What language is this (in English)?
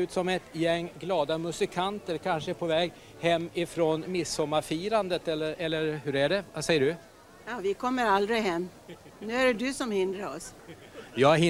Swedish